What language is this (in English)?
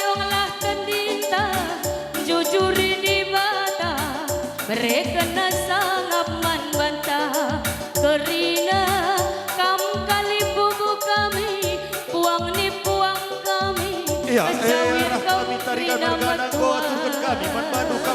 Batak Karo